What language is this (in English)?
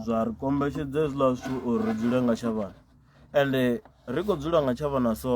Venda